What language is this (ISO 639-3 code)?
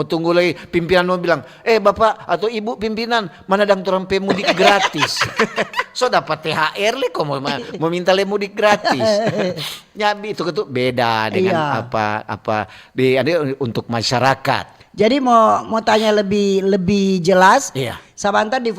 xmm